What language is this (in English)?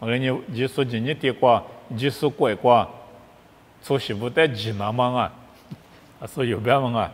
Lisu